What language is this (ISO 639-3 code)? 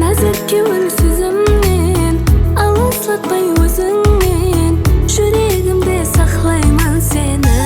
kaa